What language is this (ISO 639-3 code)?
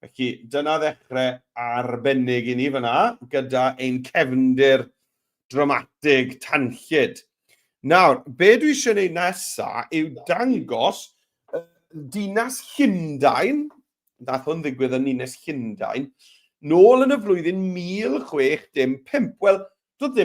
cym